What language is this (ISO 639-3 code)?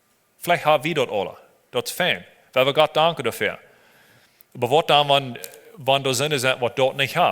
pdt